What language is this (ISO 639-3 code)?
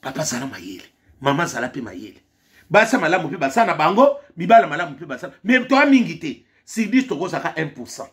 lin